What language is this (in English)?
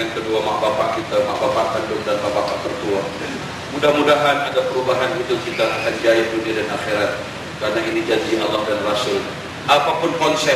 Malay